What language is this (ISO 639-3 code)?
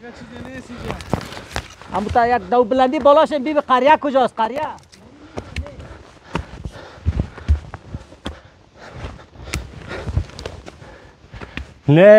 fas